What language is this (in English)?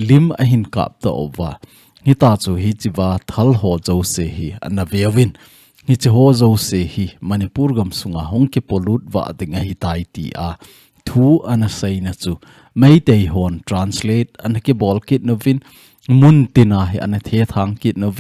Thado Chin